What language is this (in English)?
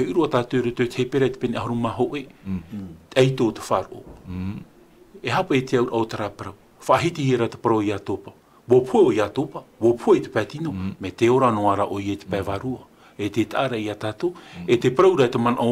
Tahitian